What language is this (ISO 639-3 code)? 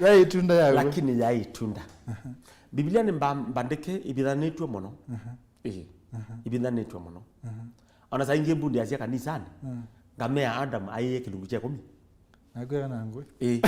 kam